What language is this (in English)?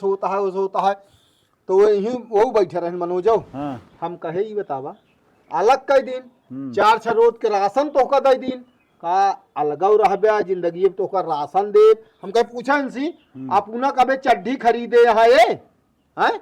Awadhi